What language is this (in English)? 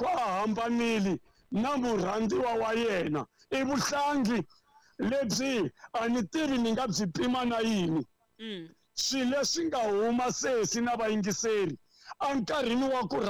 Tsonga